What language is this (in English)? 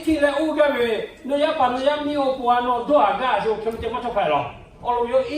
Lahu